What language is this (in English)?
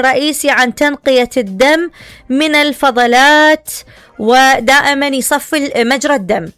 Mesopotamian Arabic